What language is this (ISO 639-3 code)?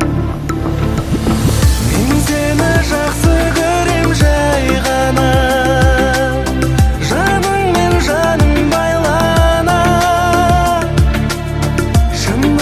kaz